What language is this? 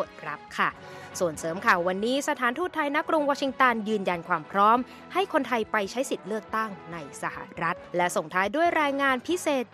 Thai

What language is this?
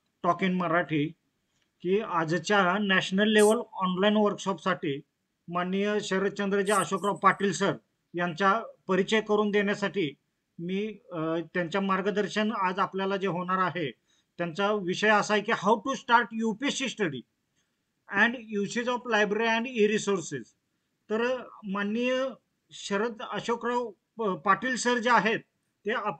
Marathi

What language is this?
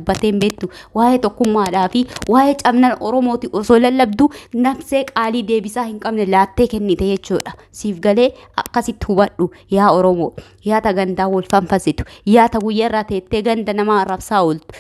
Oromo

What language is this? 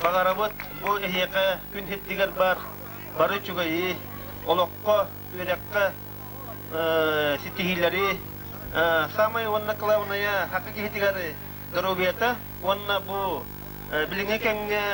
Yakut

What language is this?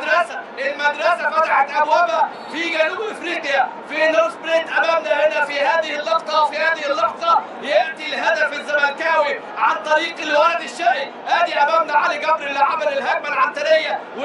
Egyptian Arabic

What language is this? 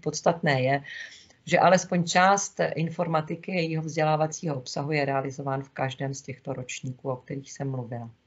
Czech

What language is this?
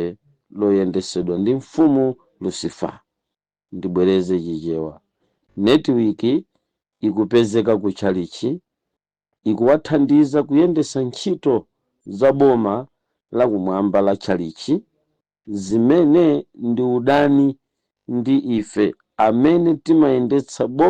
Nyanja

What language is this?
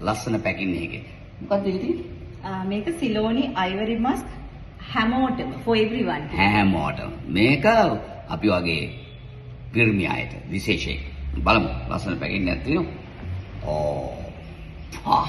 Sinhala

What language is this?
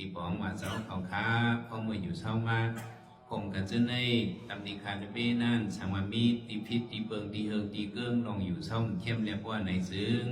Shan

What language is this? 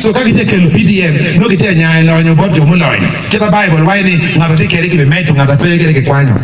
Acoli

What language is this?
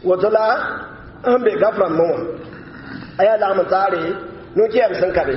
Mossi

